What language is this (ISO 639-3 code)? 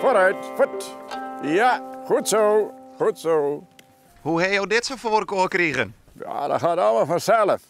fry